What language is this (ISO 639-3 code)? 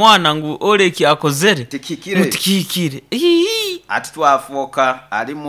nyo